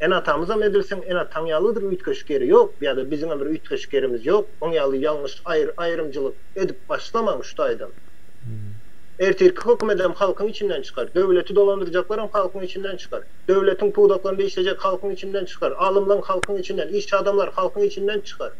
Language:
Turkmen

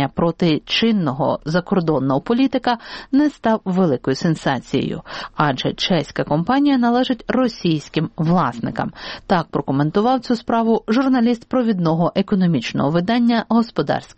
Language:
Ukrainian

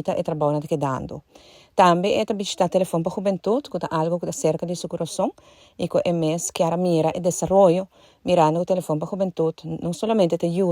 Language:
Papiamento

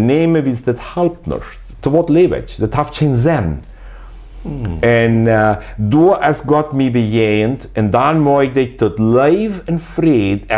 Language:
Plautdietsch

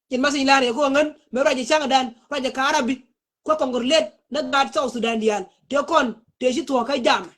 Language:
Nuer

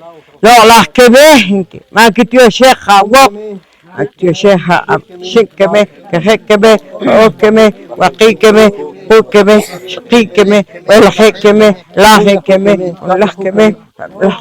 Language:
Poqomchi'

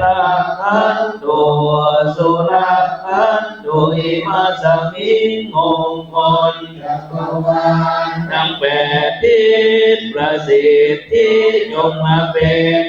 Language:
Pali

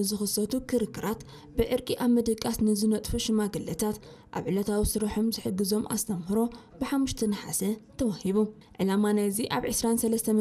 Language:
Tigrinya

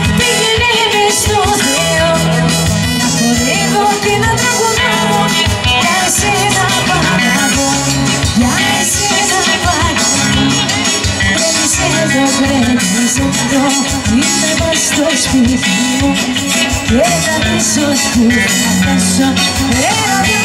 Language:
Greek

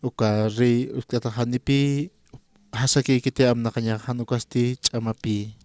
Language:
Aymara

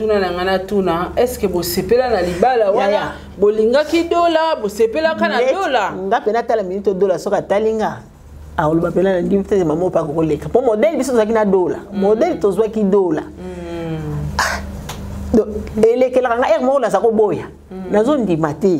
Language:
Lingala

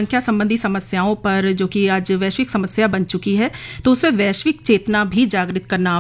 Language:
Hindi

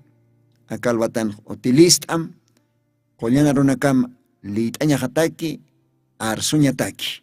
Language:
Aymara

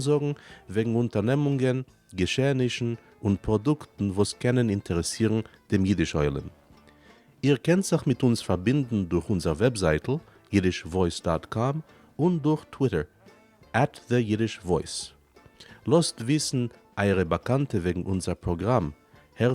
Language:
Yiddish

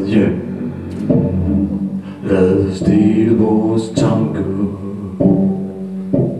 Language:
Danish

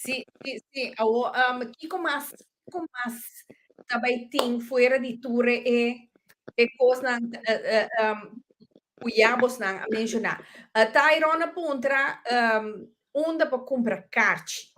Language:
Papiamento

